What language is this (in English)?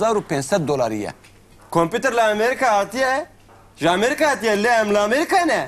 Kurdish